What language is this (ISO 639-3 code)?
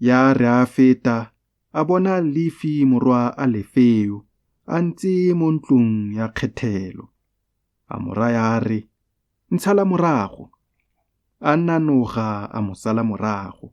tsn